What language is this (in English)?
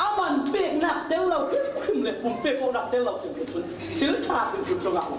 Falam Chin